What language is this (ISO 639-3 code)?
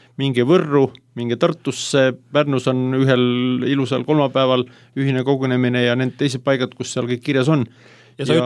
est